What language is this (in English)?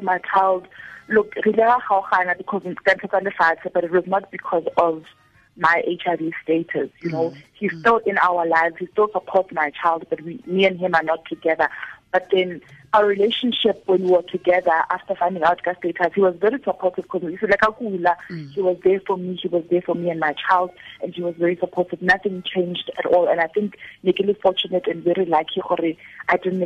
Tswana